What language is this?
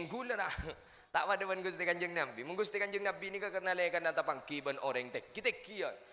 Madurese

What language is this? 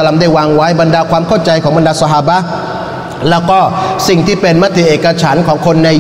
Thai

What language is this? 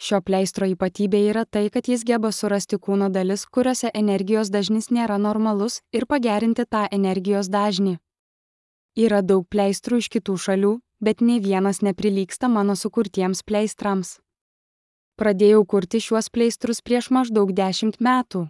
Lithuanian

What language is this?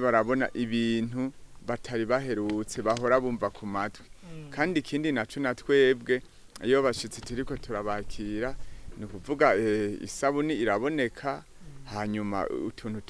Rundi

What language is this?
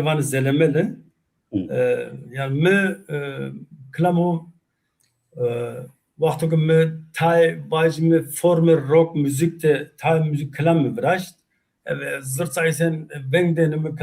Zaza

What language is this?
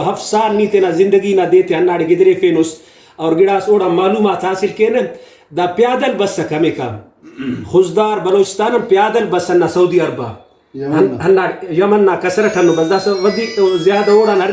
Brahui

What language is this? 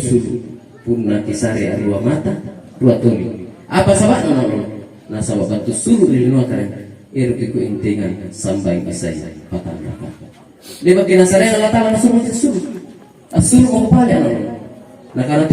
Makasar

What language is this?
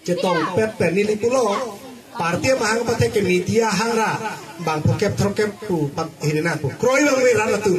Karbi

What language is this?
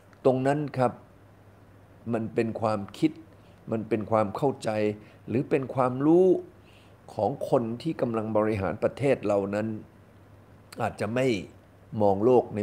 Thai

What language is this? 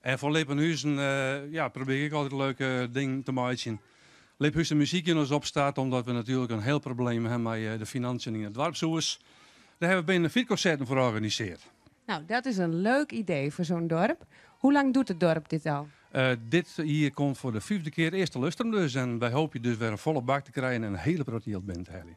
Western Frisian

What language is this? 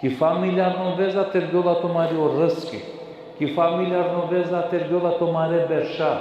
Balkan Romani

